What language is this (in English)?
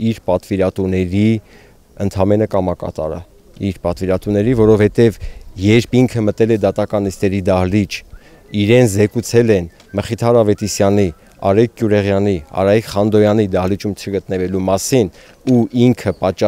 Armenian